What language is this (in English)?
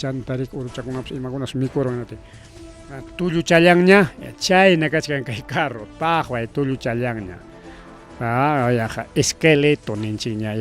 Ayacucho Quechua